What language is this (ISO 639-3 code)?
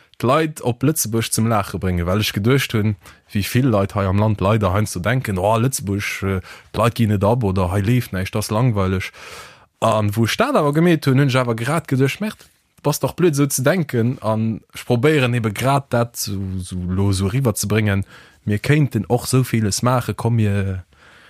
ltz